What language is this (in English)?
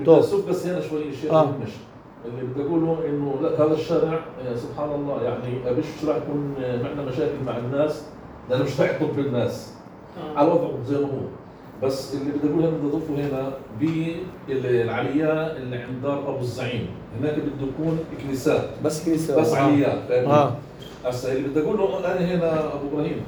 North Levantine Arabic